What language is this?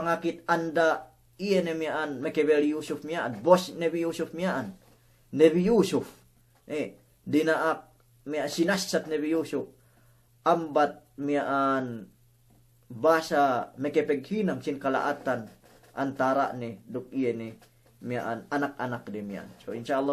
Yakan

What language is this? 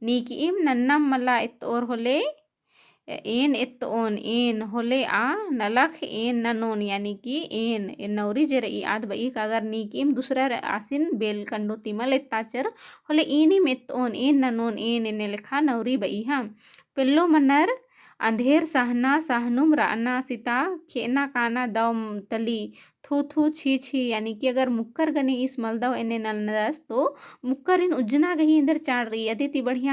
Kurukh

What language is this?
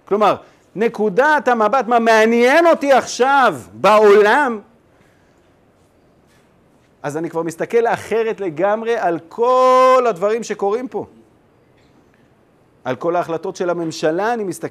Hebrew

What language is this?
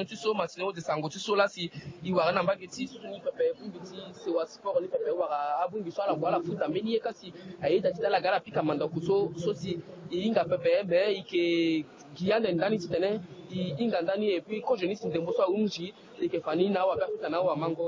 Sango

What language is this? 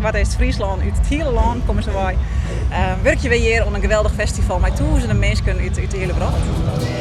Western Frisian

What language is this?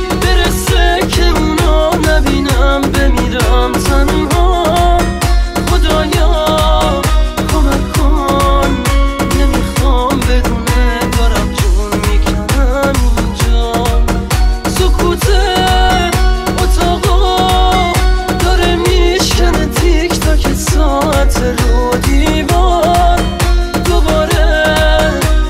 Persian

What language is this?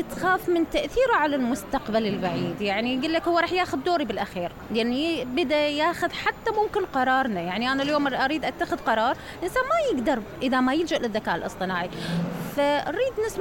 Mesopotamian Arabic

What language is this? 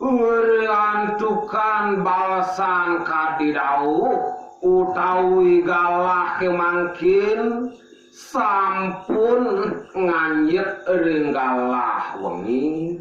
Balinese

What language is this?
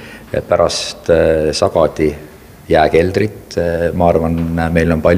Estonian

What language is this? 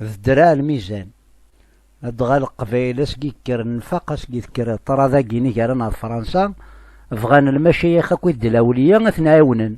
Kabyle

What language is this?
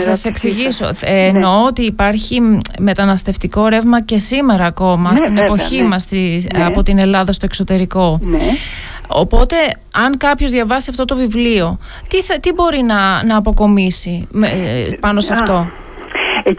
Greek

